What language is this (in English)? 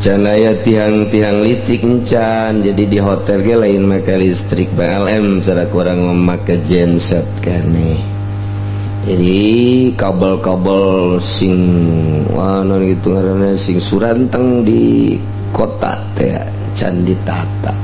Sundanese